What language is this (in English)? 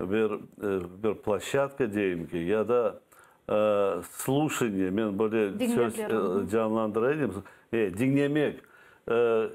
Crimean Tatar